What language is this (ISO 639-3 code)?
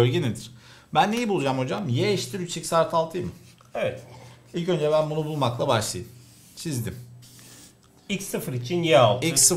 tur